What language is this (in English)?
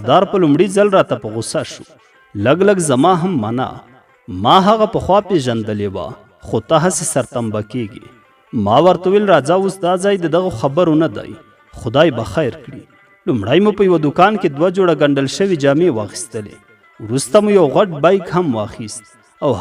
Pashto